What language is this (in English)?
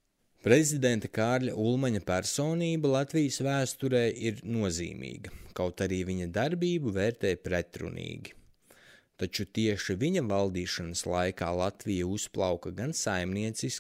Latvian